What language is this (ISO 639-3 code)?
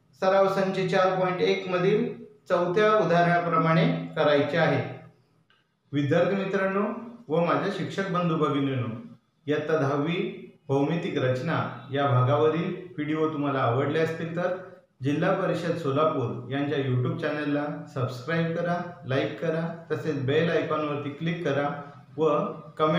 mar